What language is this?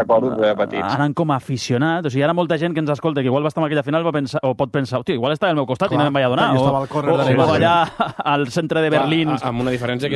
Catalan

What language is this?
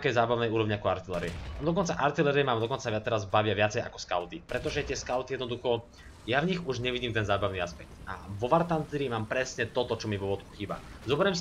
Slovak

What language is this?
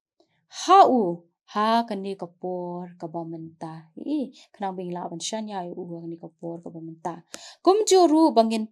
Khasi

